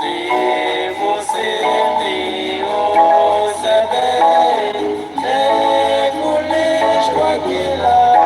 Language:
Kekchí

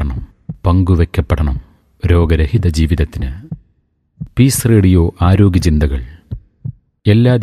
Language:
Malayalam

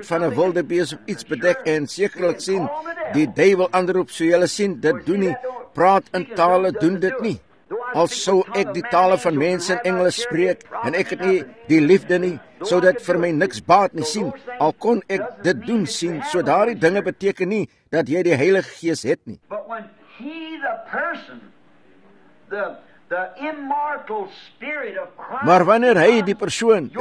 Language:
Afrikaans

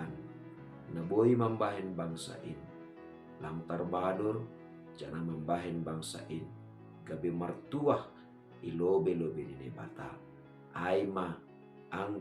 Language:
Batak Simalungun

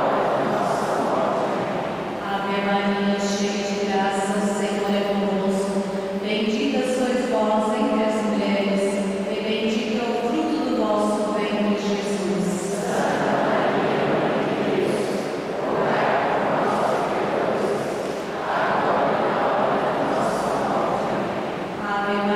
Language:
Portuguese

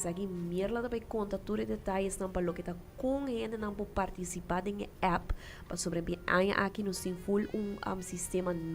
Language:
Papiamento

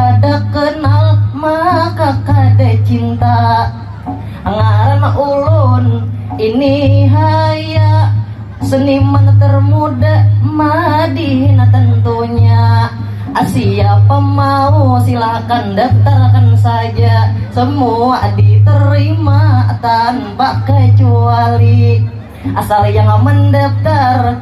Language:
Banjar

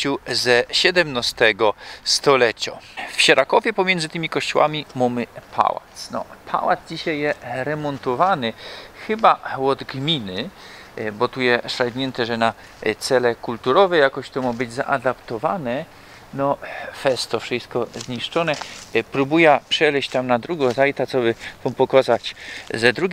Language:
Silesian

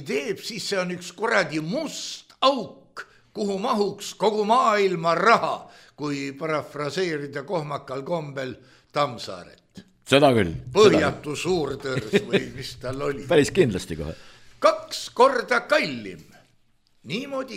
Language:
Estonian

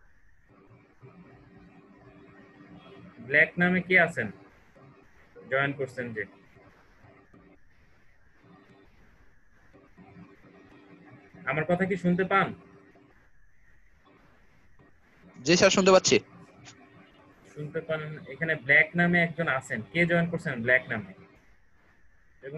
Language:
Bangla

